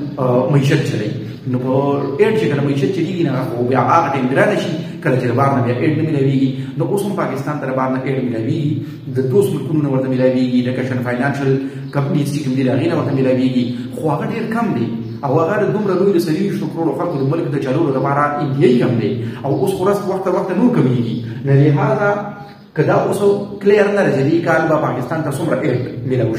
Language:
Pashto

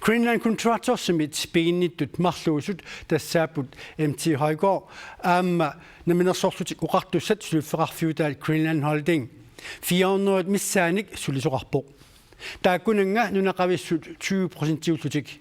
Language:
Kalaallisut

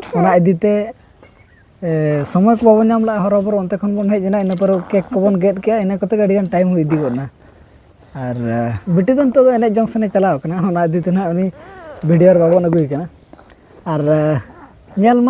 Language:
Santali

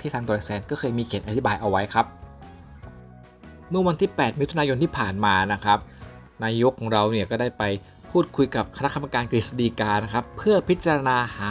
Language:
Thai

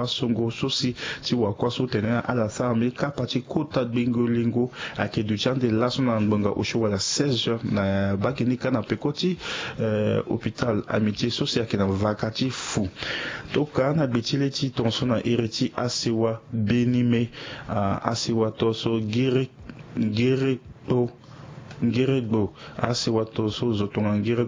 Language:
Sango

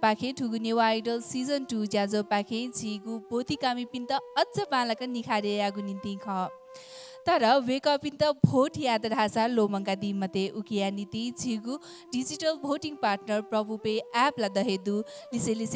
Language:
Newari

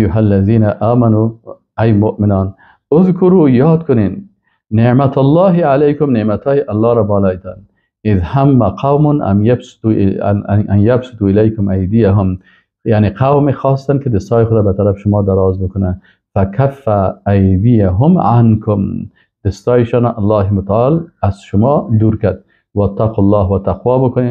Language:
Persian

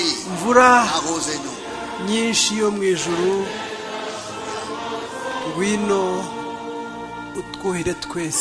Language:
Kinyarwanda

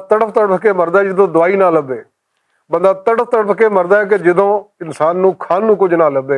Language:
Western Panjabi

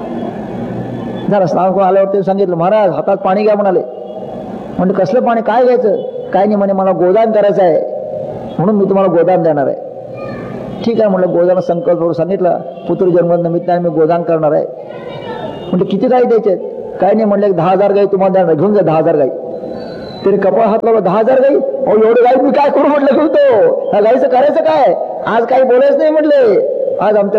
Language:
Marathi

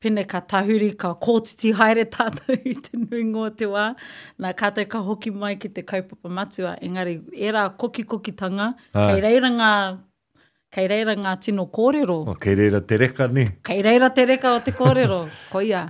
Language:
Māori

